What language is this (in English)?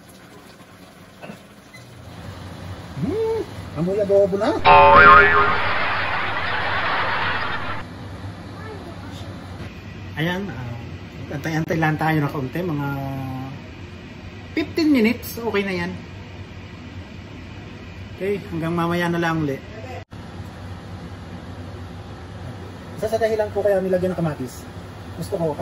Filipino